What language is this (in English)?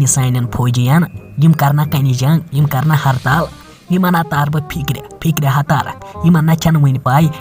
Kashmiri